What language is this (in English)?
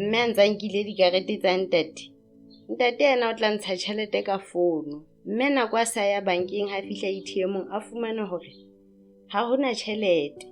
Southern Sotho